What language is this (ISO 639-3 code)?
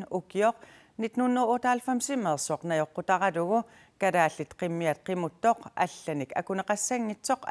kal